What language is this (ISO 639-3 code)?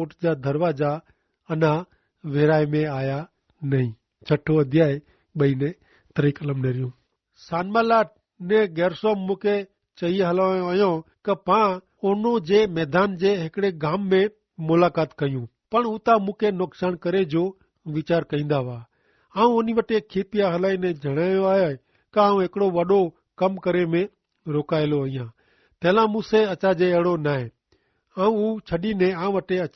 kfr